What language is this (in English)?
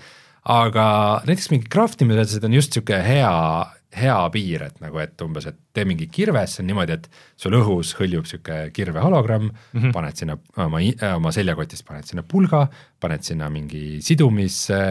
Estonian